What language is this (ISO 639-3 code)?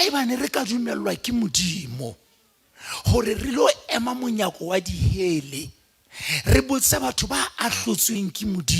sot